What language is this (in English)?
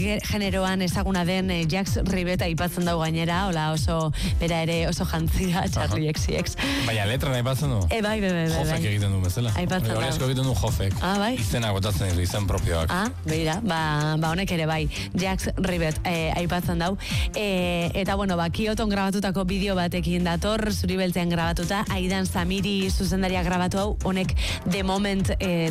Basque